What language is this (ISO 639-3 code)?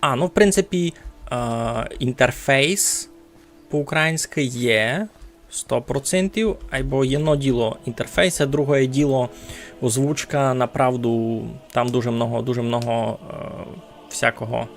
rue